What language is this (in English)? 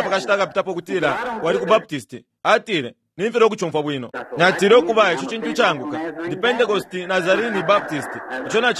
Bemba